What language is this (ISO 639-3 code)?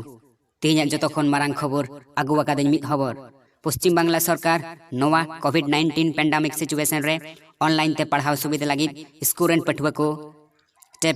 sat